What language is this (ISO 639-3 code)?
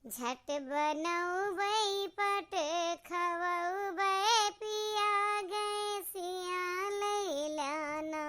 awa